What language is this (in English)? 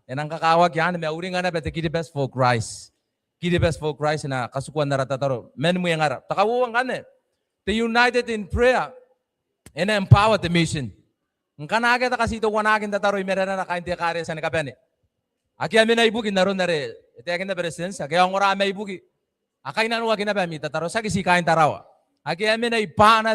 Gilbertese